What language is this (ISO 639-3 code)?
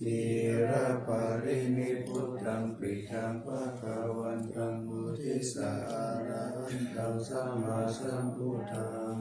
pli